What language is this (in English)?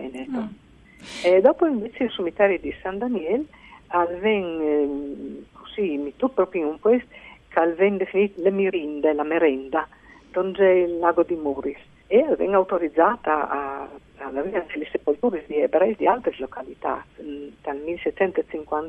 Friulian